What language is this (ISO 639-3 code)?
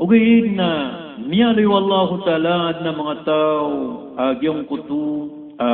mrw